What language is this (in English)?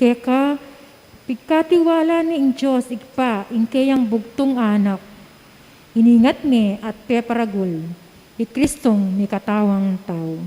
Pampanga